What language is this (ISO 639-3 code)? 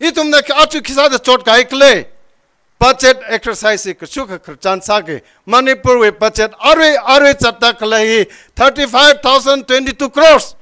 nmf